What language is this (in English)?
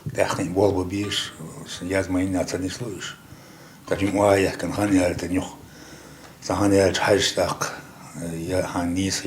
Chechen